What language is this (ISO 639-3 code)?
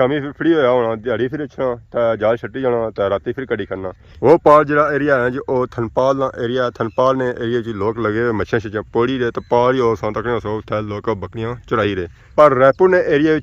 phr